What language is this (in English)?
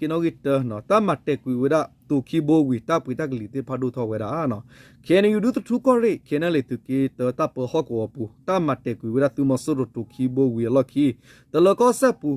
S'gaw Karen